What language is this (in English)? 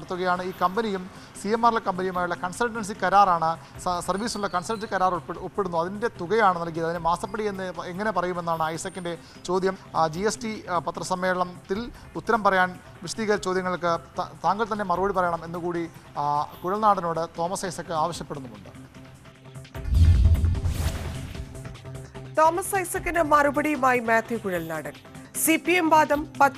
Malayalam